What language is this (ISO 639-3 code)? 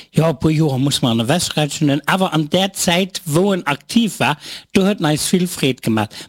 ltz